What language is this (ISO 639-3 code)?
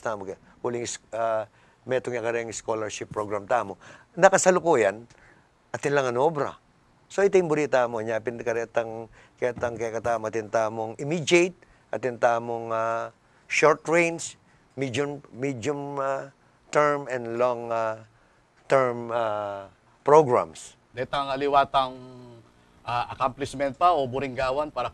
pam